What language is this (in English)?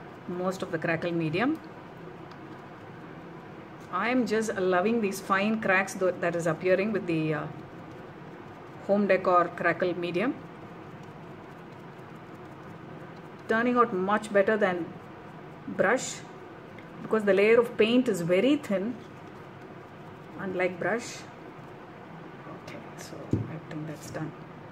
English